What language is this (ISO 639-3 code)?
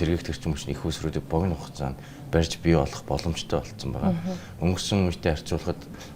mon